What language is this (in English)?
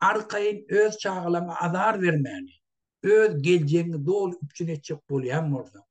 Turkmen